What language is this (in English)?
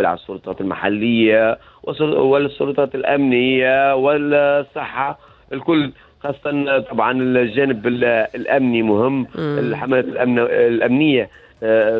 Tunisian Arabic